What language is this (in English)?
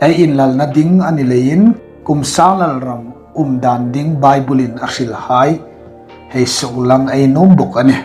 Hmar